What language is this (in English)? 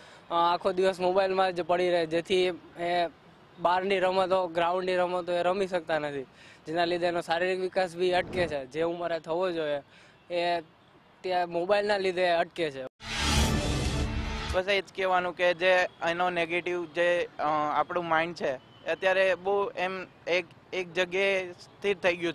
Gujarati